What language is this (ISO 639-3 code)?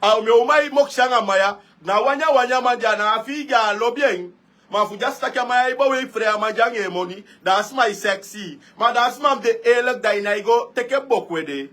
srn